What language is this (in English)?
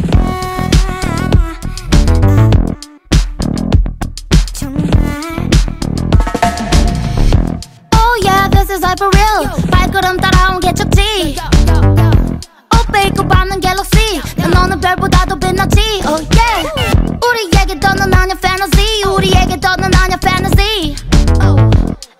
Korean